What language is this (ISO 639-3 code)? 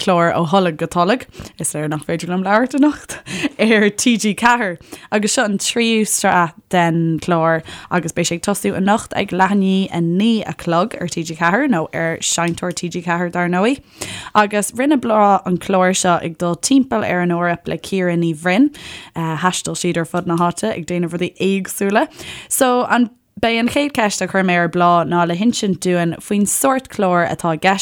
gle